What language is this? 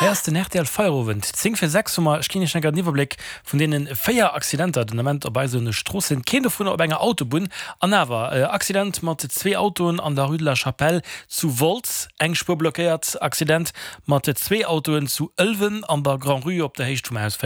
Luxembourgish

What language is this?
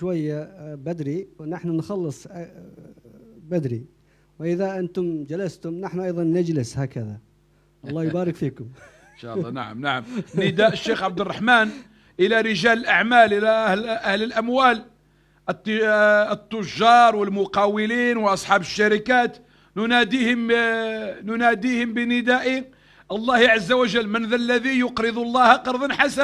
Moroccan Arabic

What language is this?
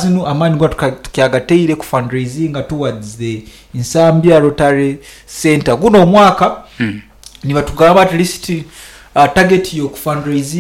Nyoro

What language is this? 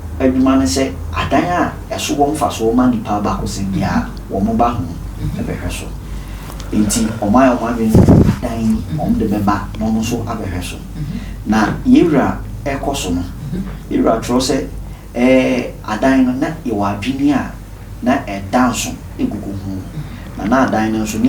Akan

